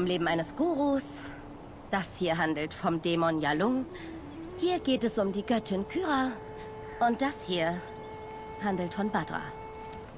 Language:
Swiss German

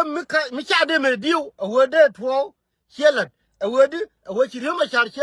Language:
Nuer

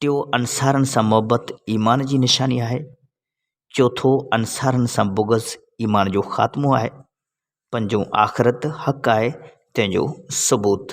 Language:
Sindhi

